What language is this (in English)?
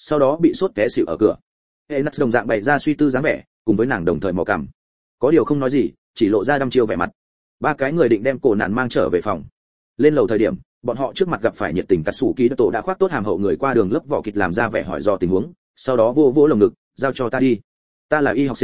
Vietnamese